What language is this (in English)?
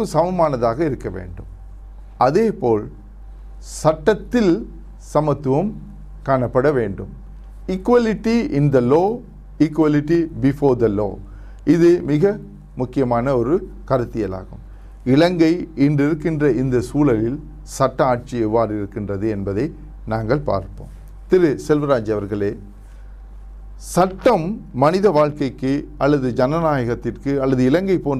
Tamil